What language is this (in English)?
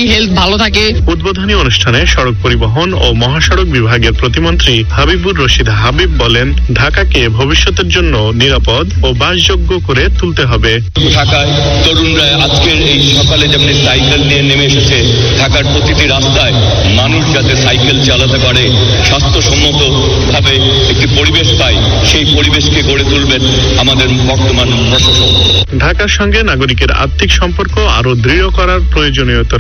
Bangla